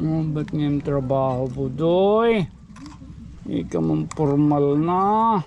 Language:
Waray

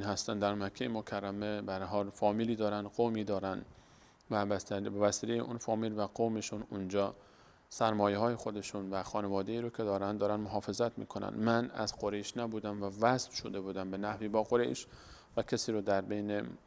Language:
Persian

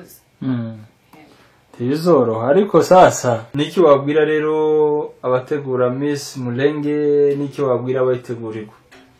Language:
Kinyarwanda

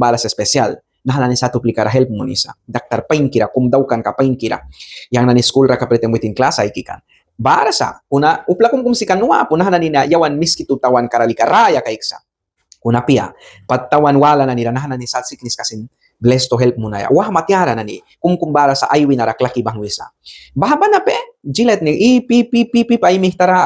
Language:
Mískito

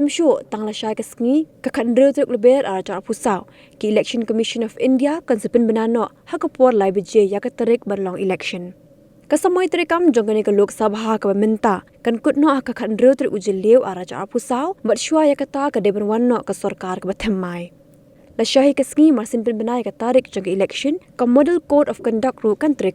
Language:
Khasi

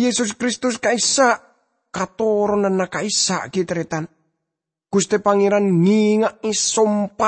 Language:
Madurese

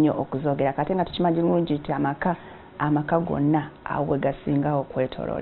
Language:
Ganda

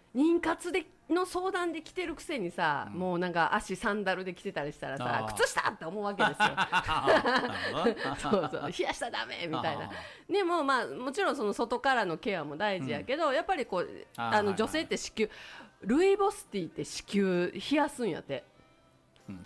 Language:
Japanese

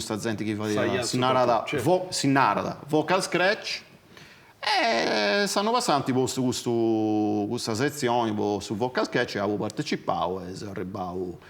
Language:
Sardinian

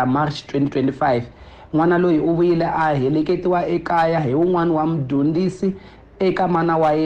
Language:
Tsonga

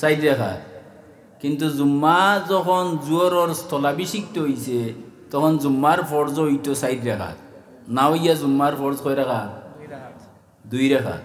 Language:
Sylheti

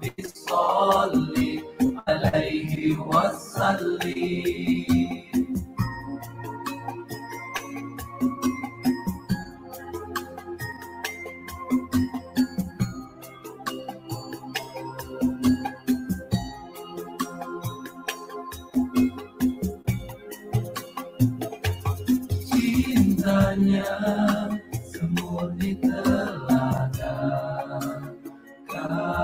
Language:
Malay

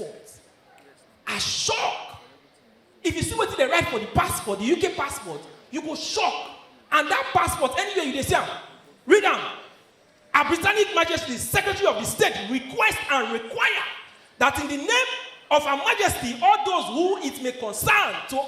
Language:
Nigerian Pidgin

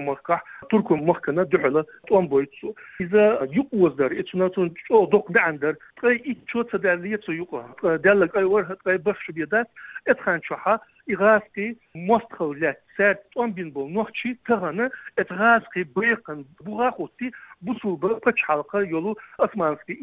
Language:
Chechen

